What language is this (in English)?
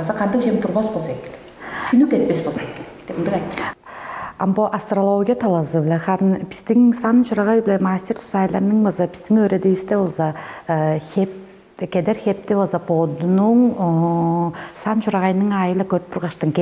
Tuvinian